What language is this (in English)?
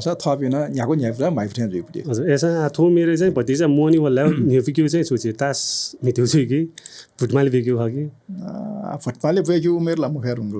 Newari